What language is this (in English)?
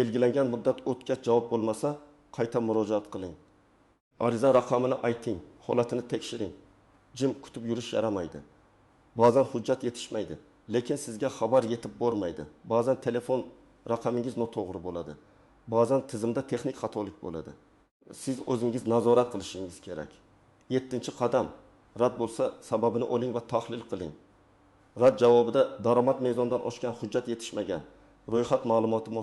Uzbek